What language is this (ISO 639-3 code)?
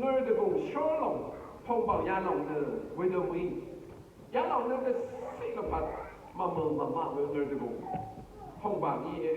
raw